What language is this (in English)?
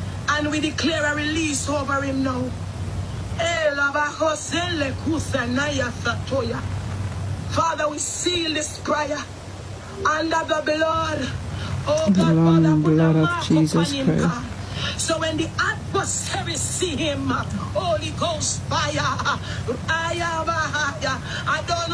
Jamaican Creole English